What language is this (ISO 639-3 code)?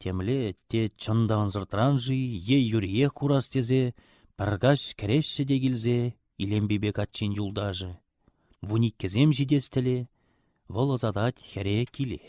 chv